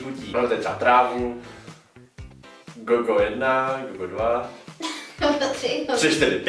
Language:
Czech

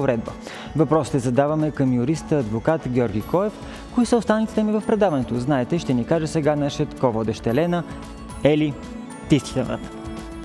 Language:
Bulgarian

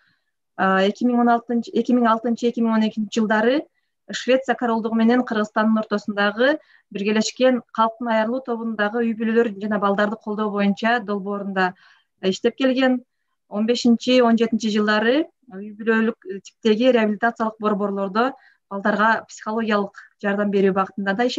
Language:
Kyrgyz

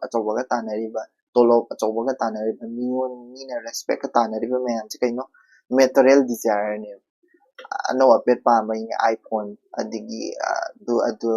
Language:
Manipuri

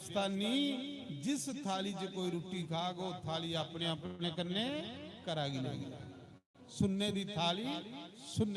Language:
Dogri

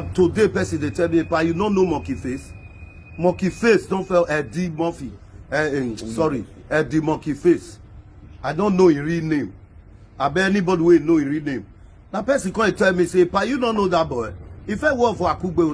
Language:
Nigerian Pidgin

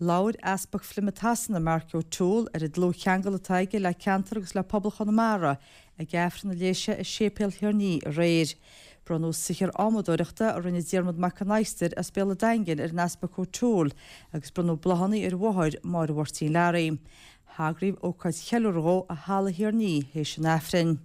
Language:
Irish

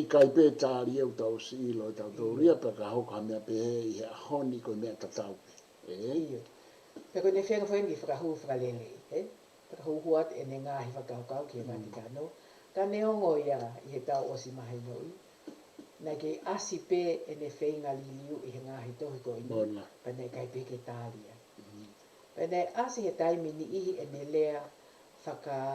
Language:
Tongan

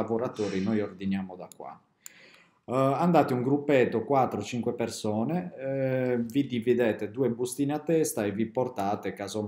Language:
Italian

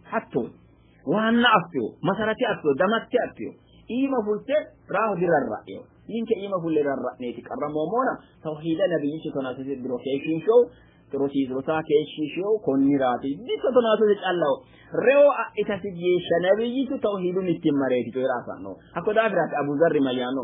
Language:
Sidamo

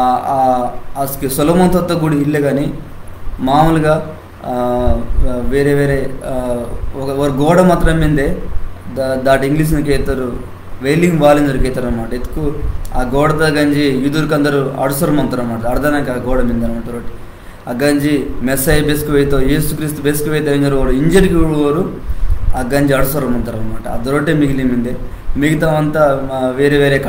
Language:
Koya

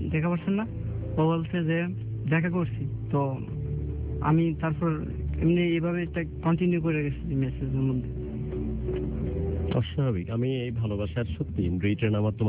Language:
Bangla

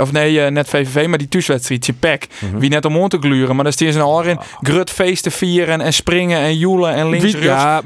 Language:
Western Frisian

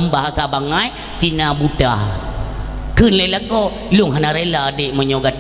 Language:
Achinese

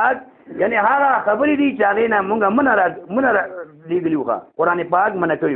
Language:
Pashto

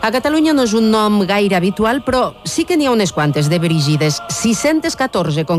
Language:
Catalan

